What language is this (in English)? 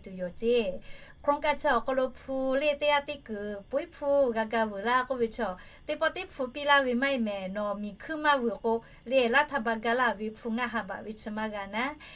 Lahu